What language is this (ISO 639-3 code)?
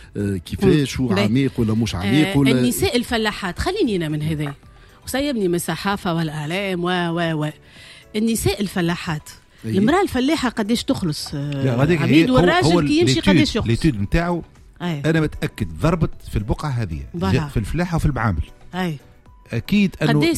aeb